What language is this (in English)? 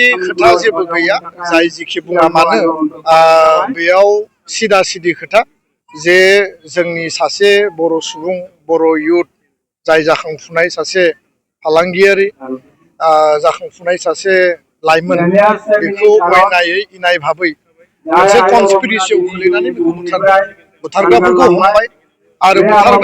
Bodo